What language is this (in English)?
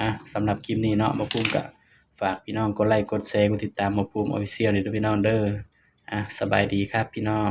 Northeastern Thai